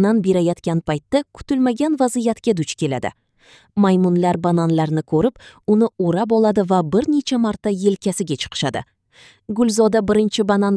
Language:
Uzbek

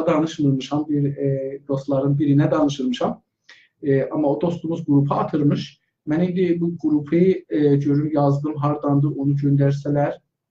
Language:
South Azerbaijani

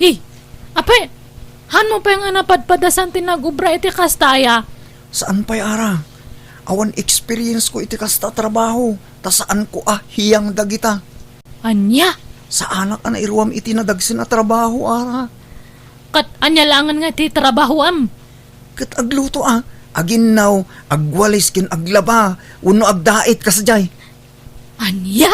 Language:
Iloko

